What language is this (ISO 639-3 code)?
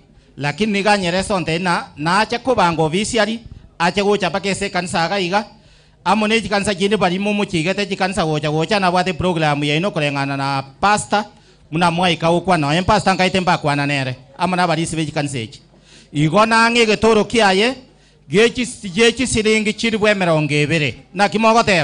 guz